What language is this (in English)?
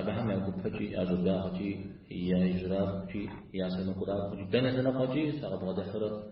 Kabardian